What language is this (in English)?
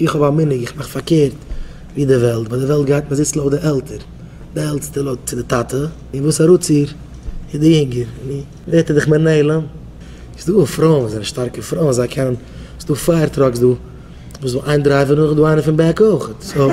Yiddish